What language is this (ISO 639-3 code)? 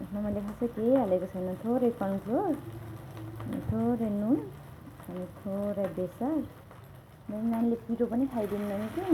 nep